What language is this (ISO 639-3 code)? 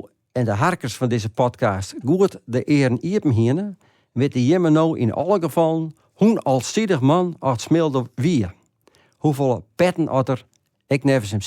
fry